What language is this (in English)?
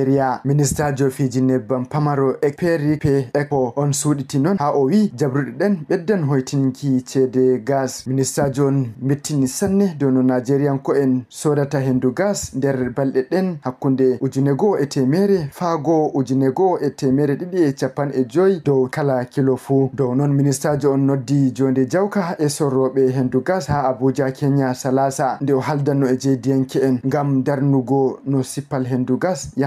Fula